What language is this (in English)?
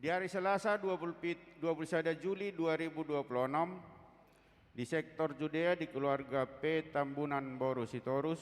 Batak Toba